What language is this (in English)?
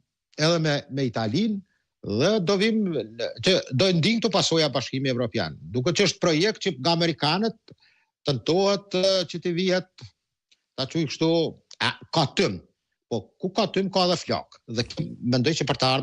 Albanian